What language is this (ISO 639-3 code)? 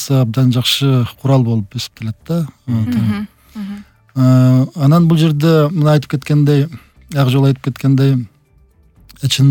kir